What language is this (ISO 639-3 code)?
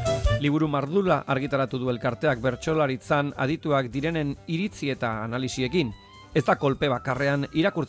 eus